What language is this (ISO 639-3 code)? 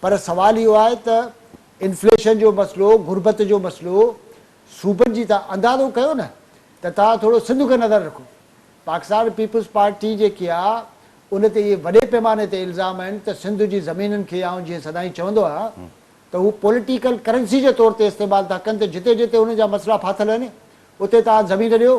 snd